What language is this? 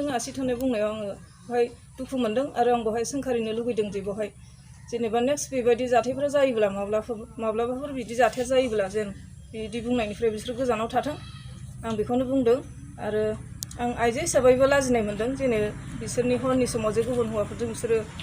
Bodo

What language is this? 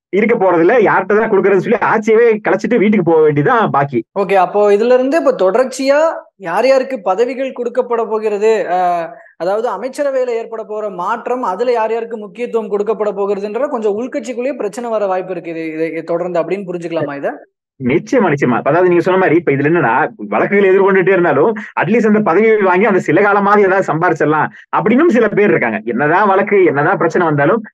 Tamil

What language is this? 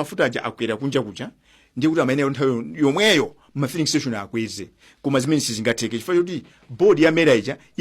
Nyanja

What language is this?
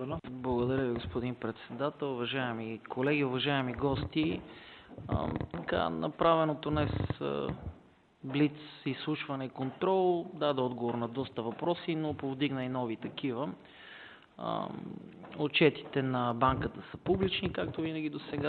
Bulgarian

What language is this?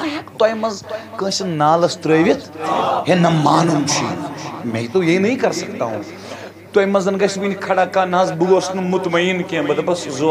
Kashmiri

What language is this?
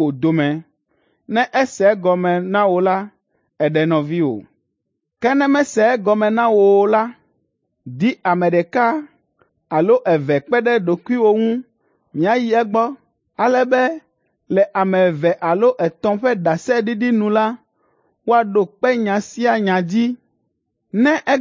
Ewe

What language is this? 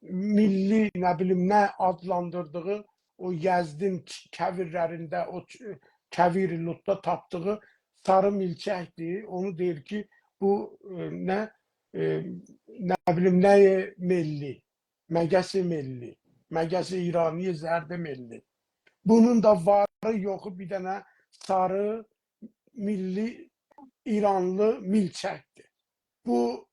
South Azerbaijani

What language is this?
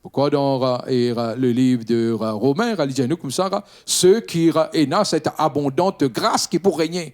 Morisyen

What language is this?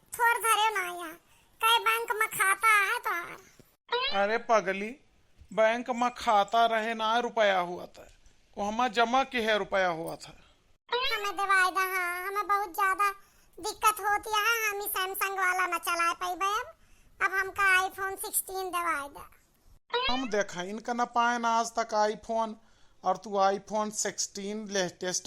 Awadhi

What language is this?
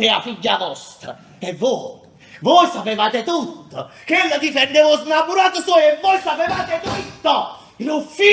Neapolitan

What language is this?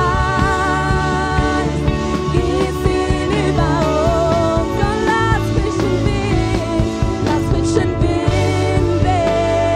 Swiss German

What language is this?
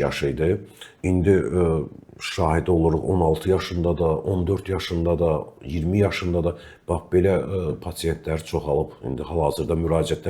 Azerbaijani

